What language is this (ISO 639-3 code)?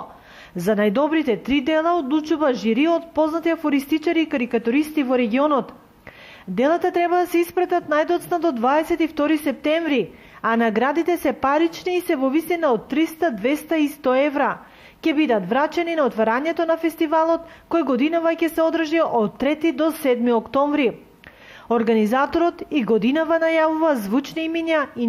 mkd